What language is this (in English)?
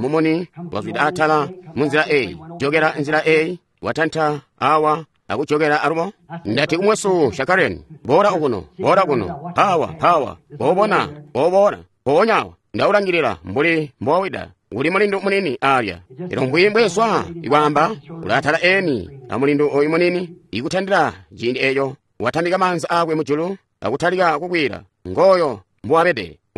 Tonga (Zambia)